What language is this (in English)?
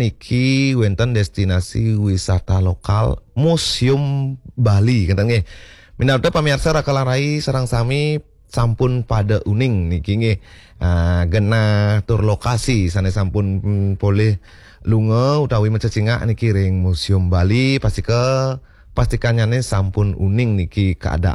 Balinese